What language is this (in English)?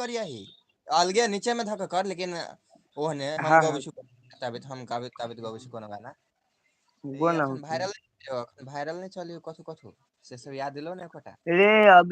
Maithili